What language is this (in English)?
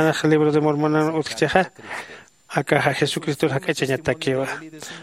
Aymara